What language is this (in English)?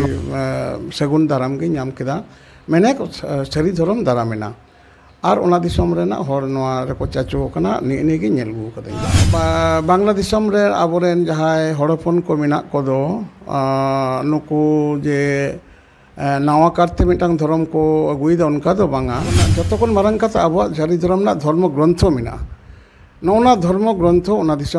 Santali